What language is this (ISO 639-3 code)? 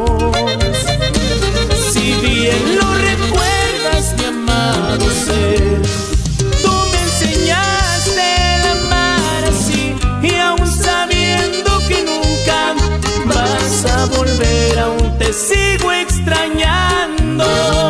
spa